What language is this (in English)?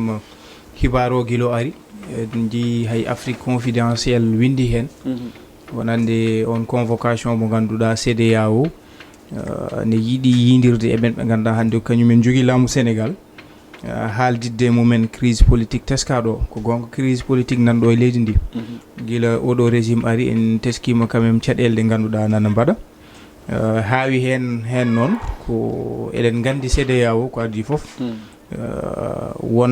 Fula